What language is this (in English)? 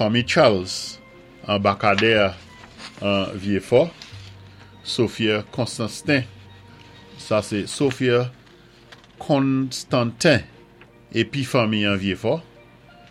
Saint Lucian Creole French